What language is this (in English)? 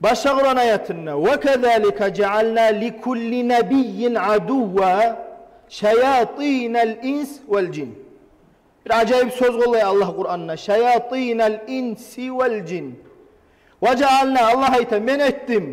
Kumyk